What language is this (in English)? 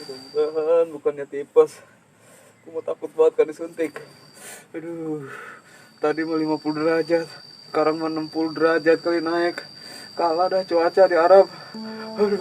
Betawi